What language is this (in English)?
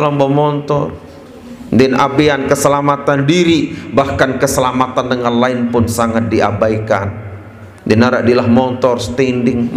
Sasak